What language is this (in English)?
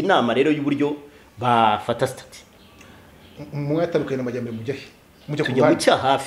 Kinyarwanda